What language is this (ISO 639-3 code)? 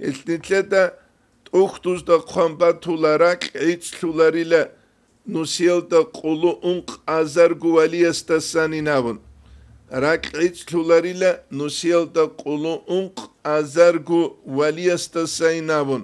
ava